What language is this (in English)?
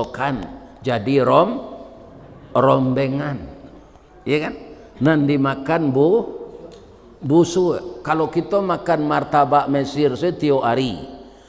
Minangkabau